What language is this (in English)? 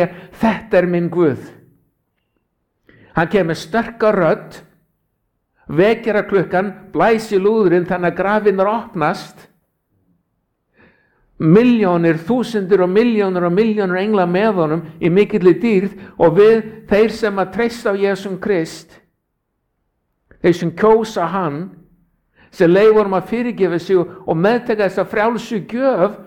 Icelandic